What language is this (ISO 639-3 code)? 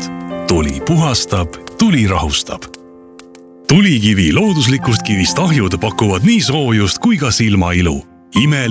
est